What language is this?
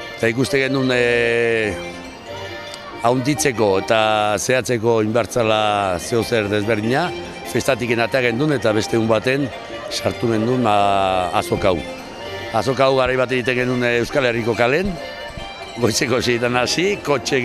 Basque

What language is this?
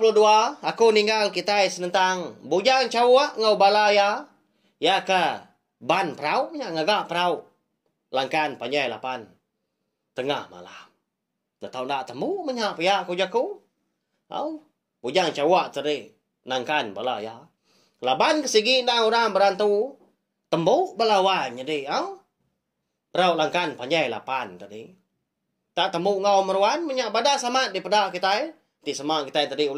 Iban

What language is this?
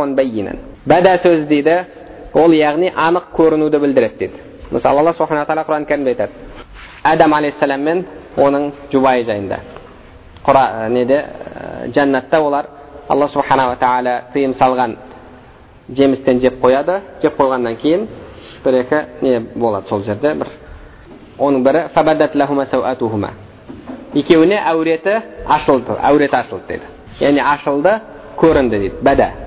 Kazakh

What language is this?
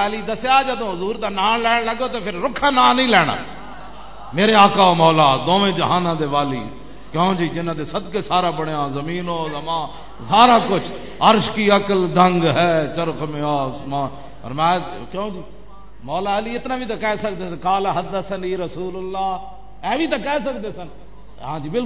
Western Panjabi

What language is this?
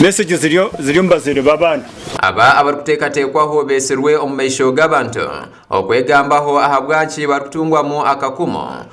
Nyankole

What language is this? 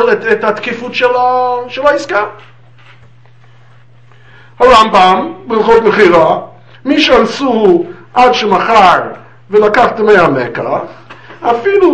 Hebrew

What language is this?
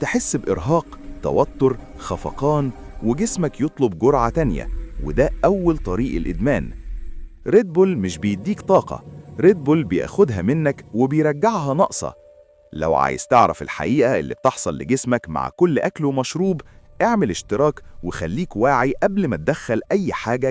Egyptian Arabic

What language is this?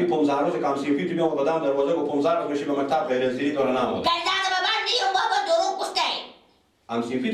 Persian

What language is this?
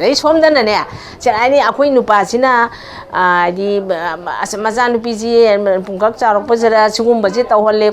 Manipuri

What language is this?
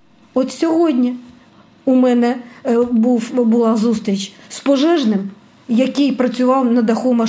Ukrainian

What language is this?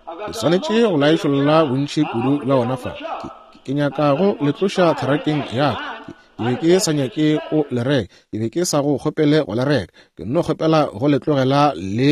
Northern Sotho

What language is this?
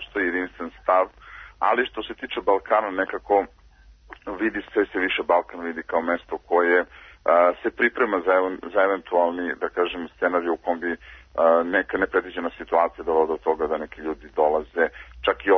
Serbian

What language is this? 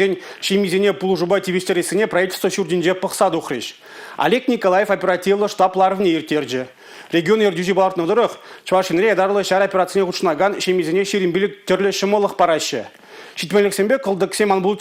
Chuvash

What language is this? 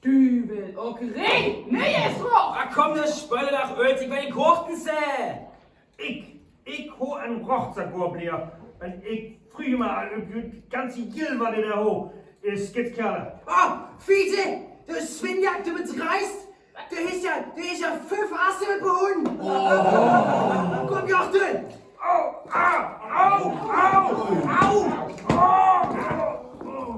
Northern Frisian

